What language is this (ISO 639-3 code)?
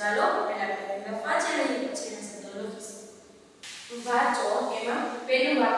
guj